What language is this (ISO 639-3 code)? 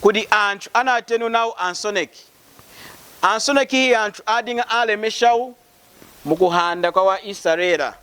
lun